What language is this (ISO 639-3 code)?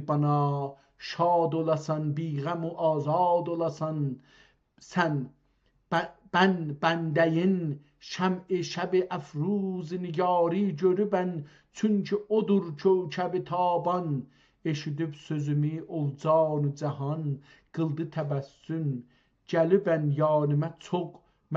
azb